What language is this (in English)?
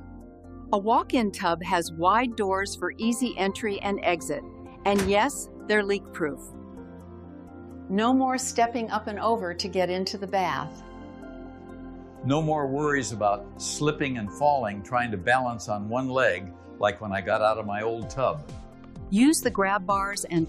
English